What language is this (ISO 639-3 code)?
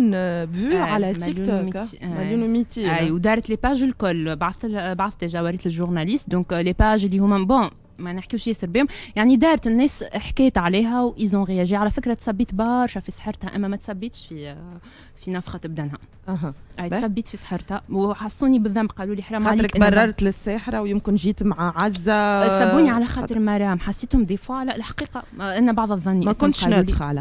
aeb